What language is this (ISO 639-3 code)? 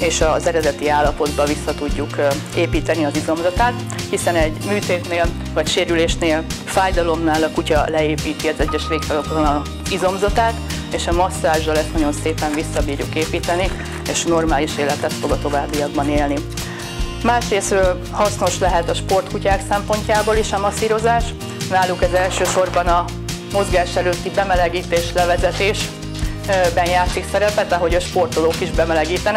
hun